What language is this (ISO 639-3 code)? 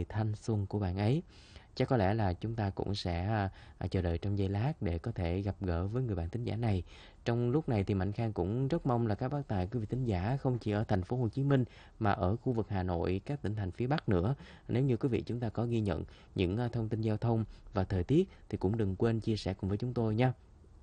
vie